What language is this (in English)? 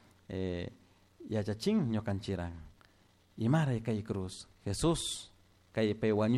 Chimborazo Highland Quichua